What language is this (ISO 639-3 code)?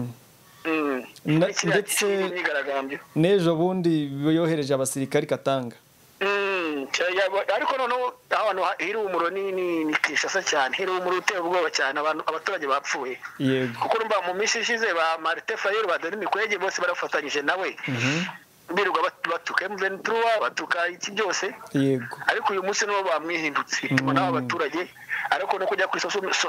kin